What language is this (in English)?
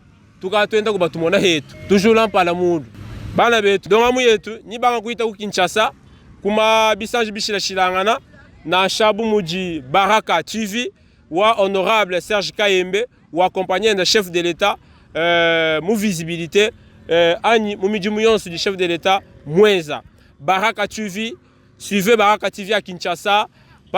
Luba-Lulua